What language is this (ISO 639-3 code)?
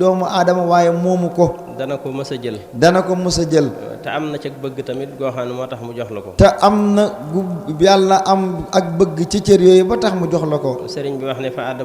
wol